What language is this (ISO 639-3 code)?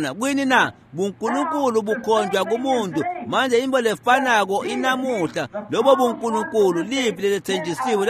ssw